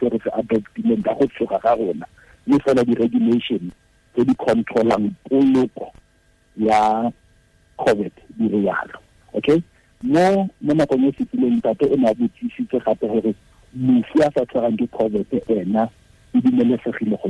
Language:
Tswana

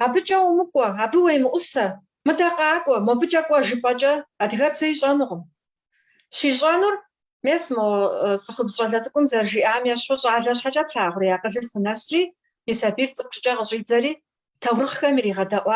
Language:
Kabardian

